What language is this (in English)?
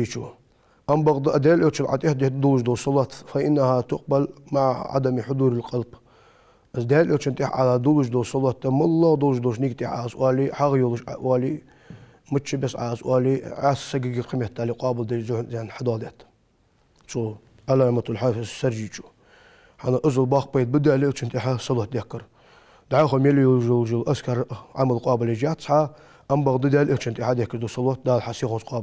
Ingush